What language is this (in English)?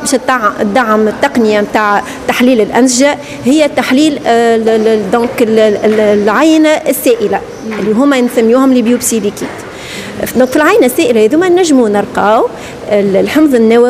Tunisian Arabic